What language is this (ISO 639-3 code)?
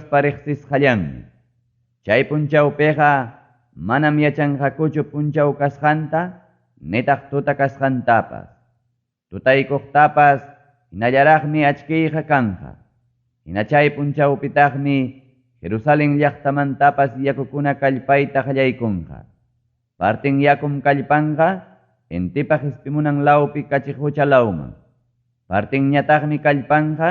quy